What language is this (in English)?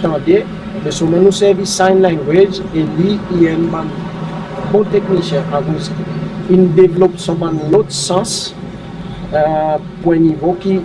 Seselwa Creole French